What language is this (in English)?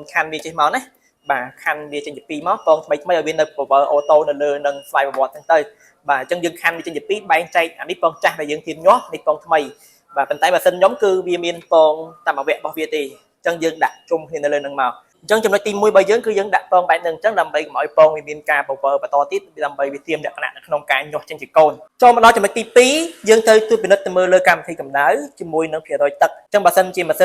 Khmer